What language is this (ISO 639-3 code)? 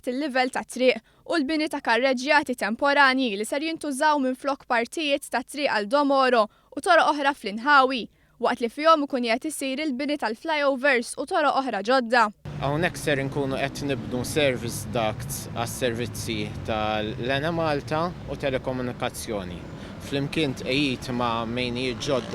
mlt